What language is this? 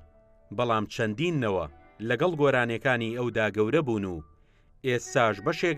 Central Kurdish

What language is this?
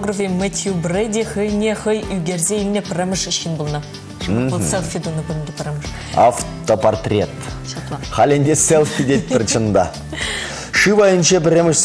Chuvash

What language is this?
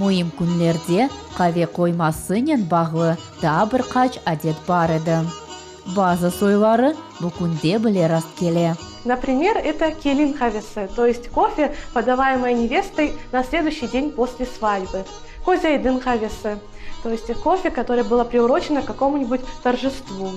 Crimean Tatar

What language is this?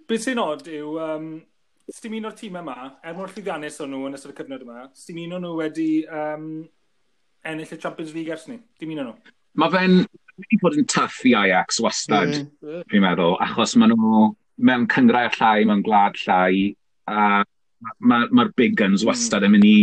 Welsh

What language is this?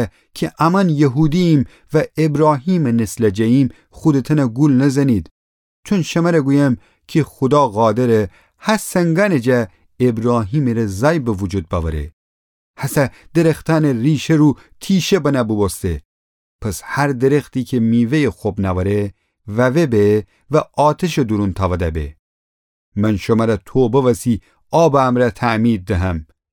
Gilaki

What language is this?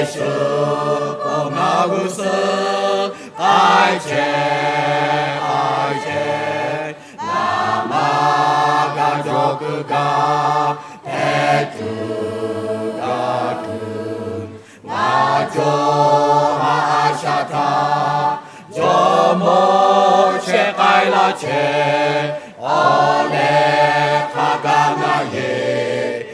Lahu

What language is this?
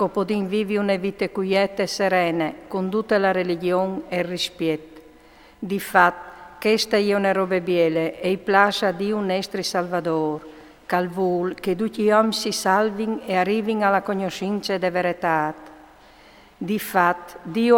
Friulian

